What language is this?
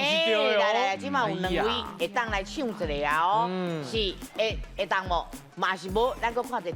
Min Nan Chinese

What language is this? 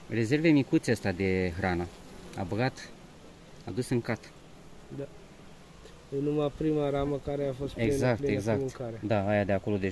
Romanian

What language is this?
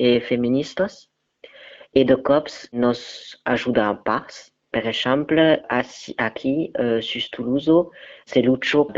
Occitan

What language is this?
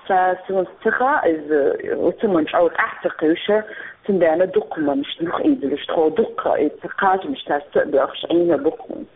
Chechen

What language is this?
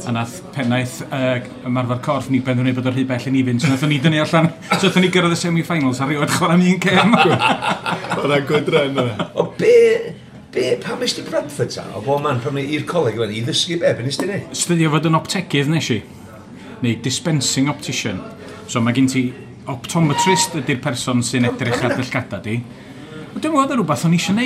Welsh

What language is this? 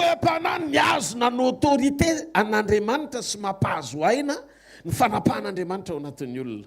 Malagasy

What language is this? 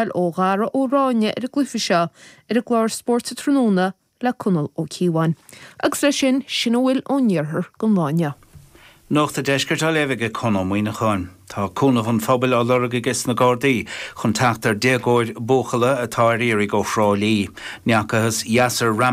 Irish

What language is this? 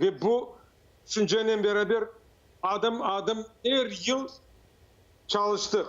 Crimean Tatar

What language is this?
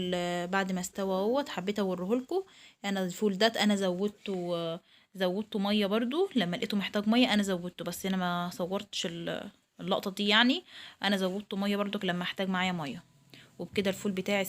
Egyptian Arabic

